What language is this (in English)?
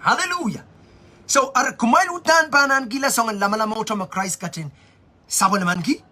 Pohnpeian